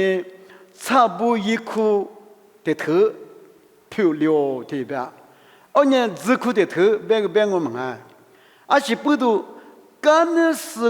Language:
Lisu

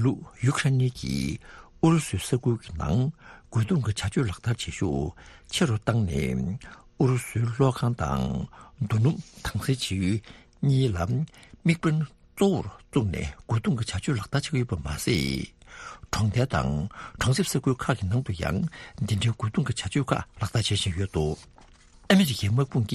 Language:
Tibetan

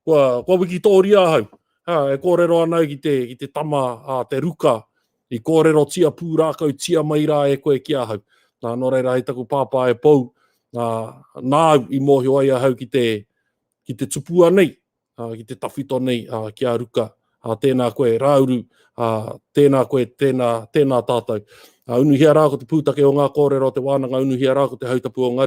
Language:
Māori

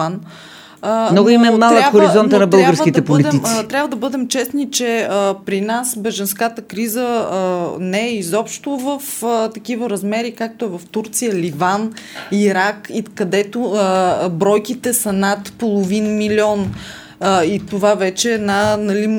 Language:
Bulgarian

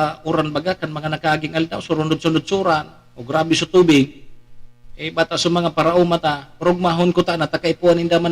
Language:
Bikol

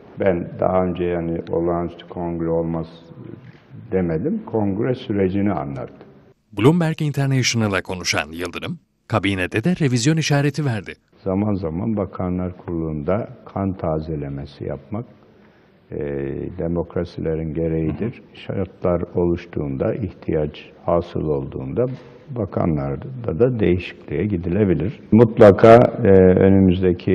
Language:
Turkish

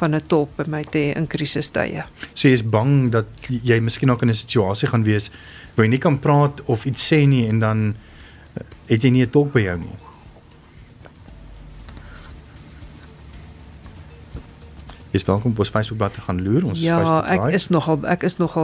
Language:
Afrikaans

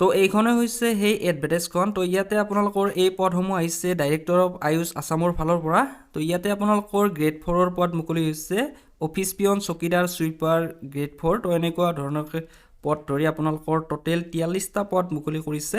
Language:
Assamese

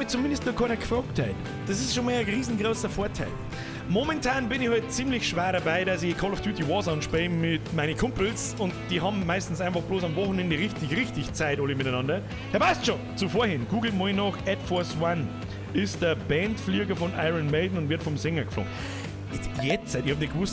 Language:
Bavarian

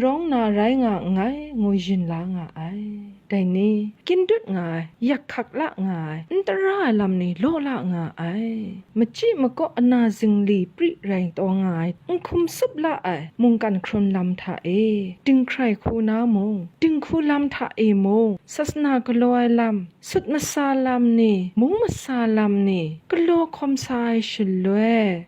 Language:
Kachin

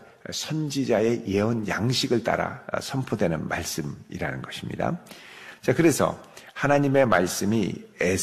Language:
Korean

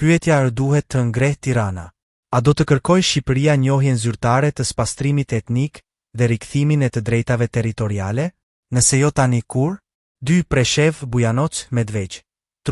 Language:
Albanian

